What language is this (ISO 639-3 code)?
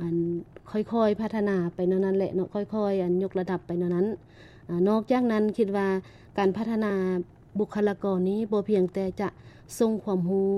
lao